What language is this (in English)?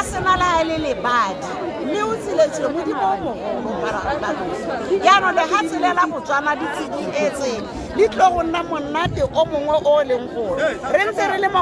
Tswana